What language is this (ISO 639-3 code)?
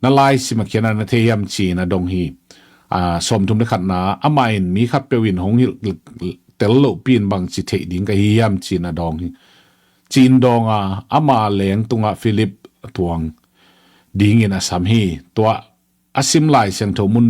ctd